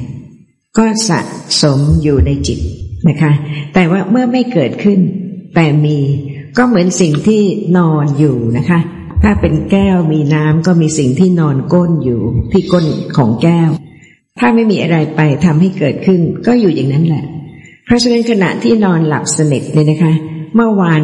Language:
Thai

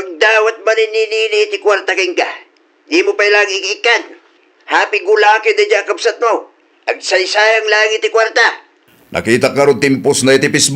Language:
Iloko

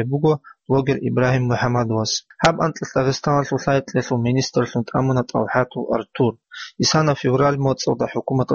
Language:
Avaric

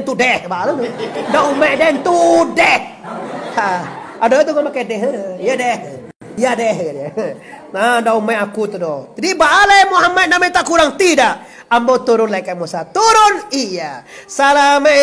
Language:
Minangkabau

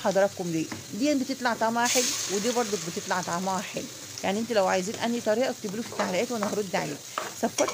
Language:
Egyptian Arabic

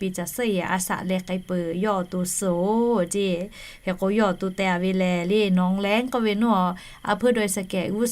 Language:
Lahu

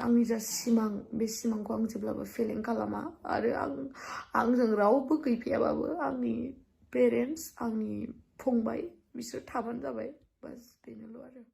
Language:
Bodo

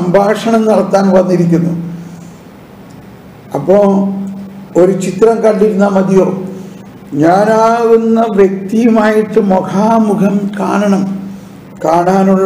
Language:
Malayalam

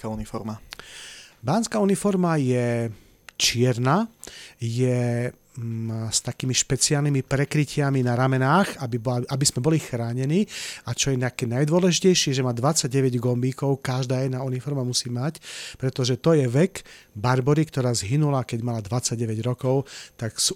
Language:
Slovak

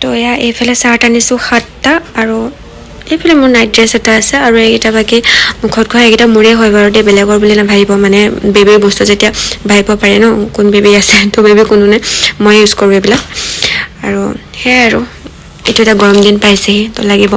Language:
Assamese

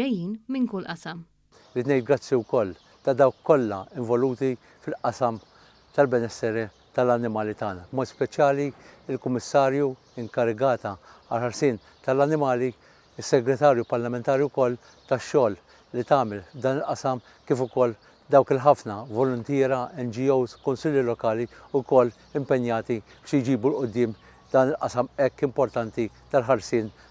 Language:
Maltese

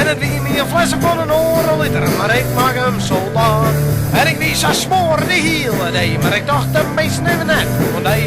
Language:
Western Frisian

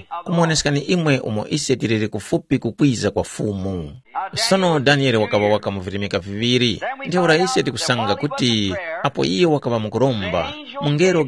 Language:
Tumbuka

